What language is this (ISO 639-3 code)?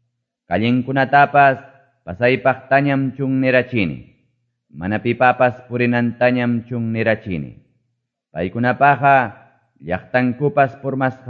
que